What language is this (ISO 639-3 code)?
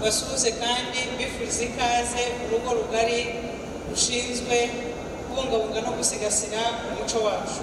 kin